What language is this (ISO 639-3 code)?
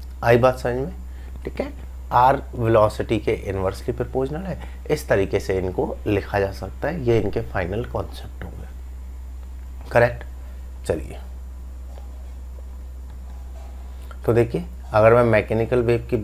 hin